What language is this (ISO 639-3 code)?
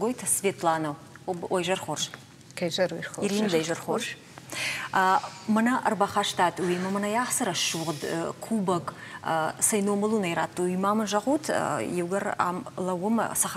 oss